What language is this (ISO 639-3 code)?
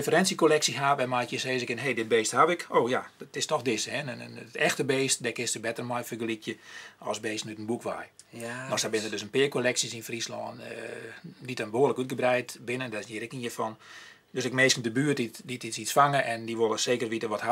fry